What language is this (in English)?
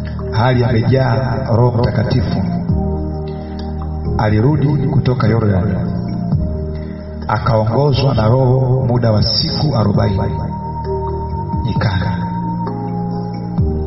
Swahili